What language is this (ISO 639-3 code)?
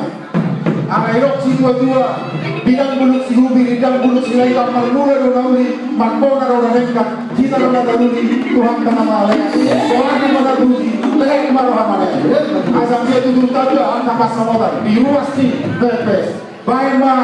bbc